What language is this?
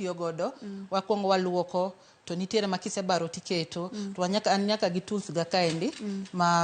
Luo (Kenya and Tanzania)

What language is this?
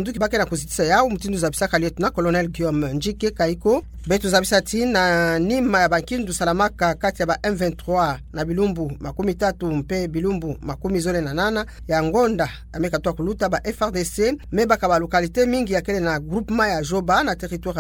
Kituba (Democratic Republic of Congo)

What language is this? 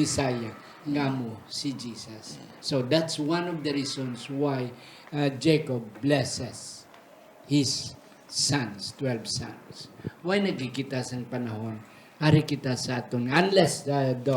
Hiligaynon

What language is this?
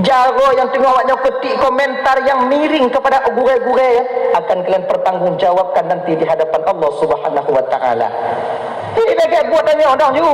Achinese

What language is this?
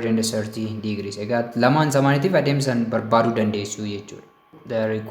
Oromo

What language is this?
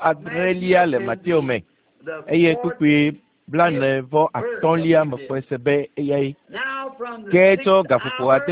Ewe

